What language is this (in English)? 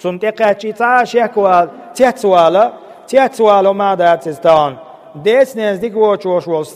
Chechen